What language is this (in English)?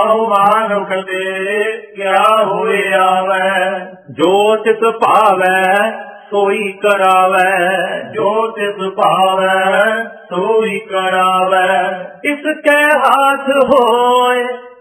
Punjabi